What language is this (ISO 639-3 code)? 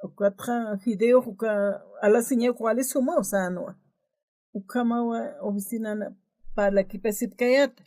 aym